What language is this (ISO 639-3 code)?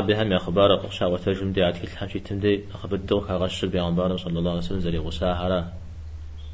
kbd